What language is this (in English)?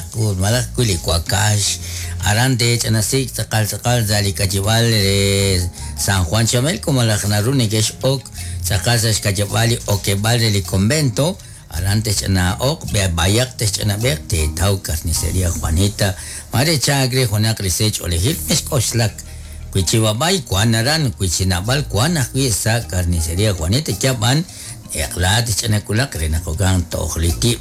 Kekchí